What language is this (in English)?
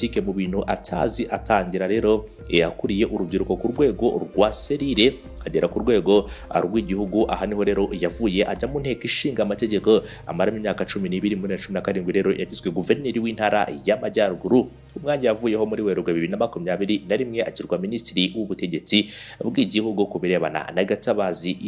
Kinyarwanda